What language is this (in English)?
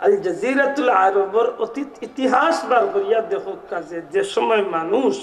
Sylheti